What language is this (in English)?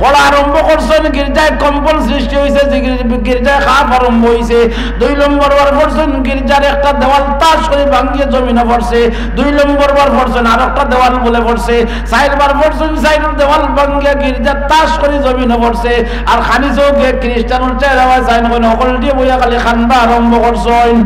Sylheti